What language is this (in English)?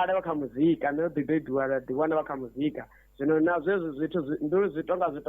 Venda